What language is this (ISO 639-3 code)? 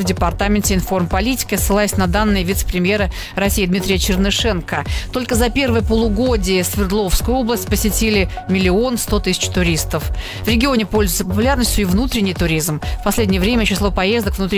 rus